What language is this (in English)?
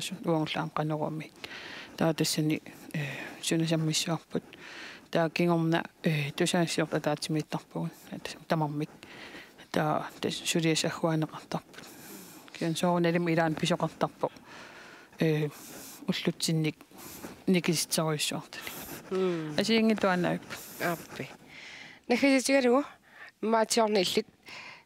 Kalaallisut